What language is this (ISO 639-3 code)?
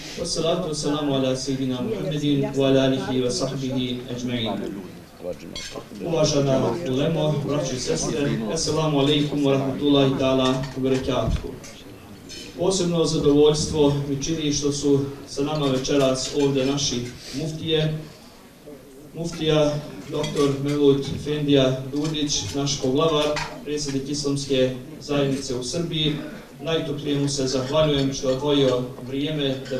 bos